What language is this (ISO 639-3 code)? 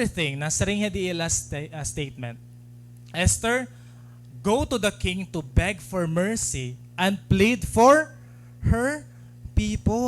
war